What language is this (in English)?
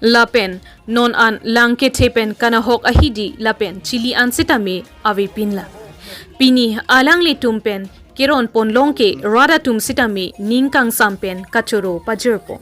Karbi